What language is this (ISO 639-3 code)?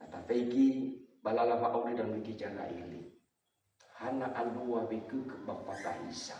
nia